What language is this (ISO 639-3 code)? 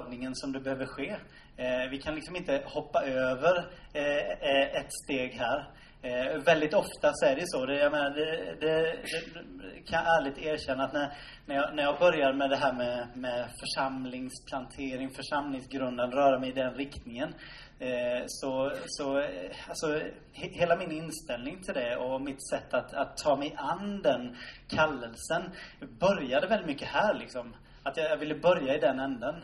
swe